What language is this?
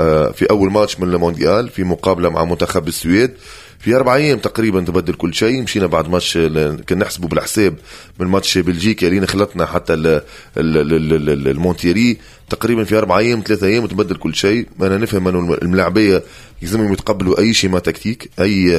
Tunisian Arabic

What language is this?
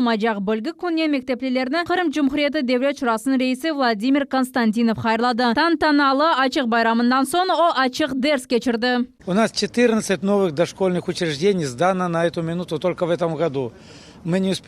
Crimean Tatar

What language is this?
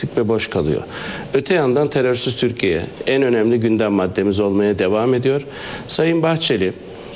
Turkish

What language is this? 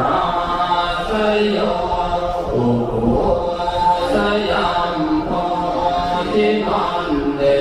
Pali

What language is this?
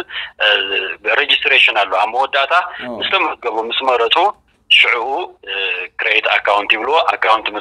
Tigrinya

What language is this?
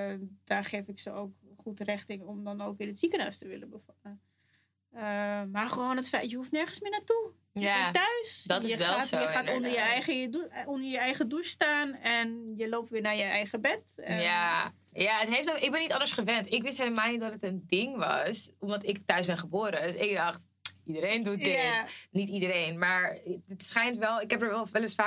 Dutch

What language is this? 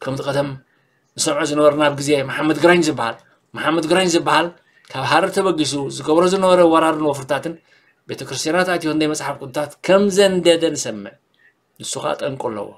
Tigrinya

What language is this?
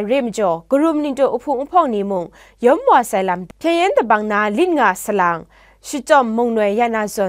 Kachin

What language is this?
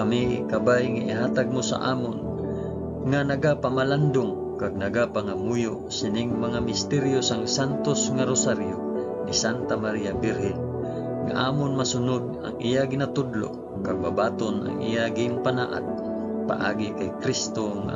Hiligaynon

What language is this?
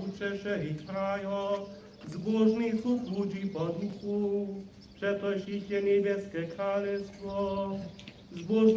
Upper Sorbian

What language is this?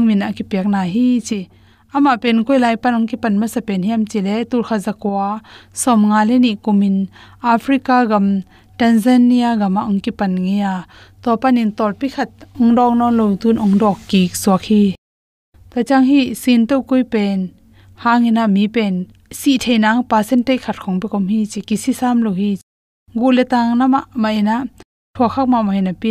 Tedim Chin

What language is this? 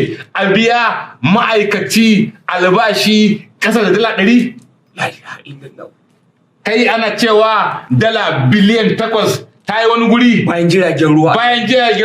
Hausa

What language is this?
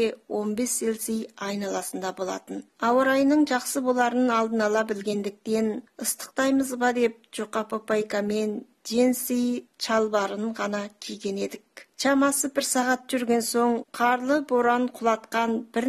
Kazakh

